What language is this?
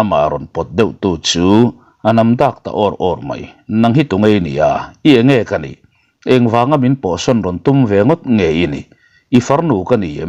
Mizo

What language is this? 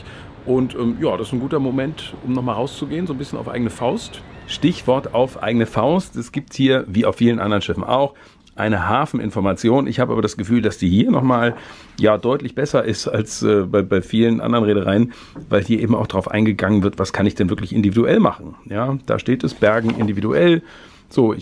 German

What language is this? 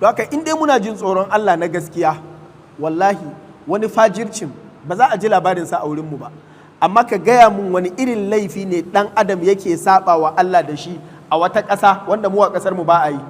Hausa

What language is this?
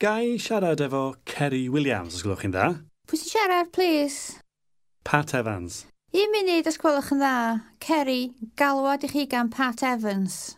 Welsh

